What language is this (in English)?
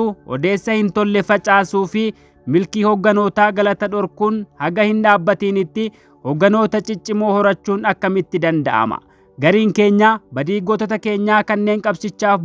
Oromo